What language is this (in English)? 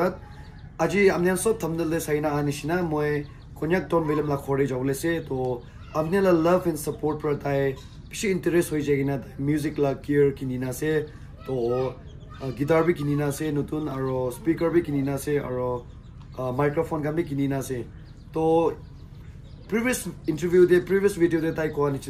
Naga Pidgin